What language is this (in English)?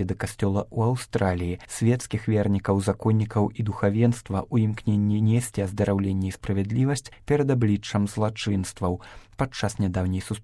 Belarusian